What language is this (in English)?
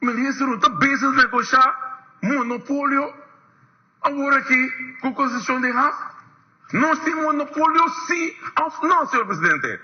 Papiamento